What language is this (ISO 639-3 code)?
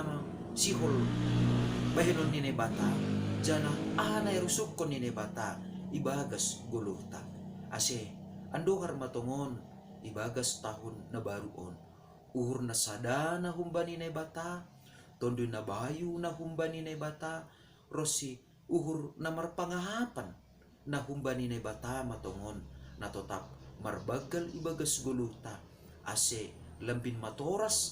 bts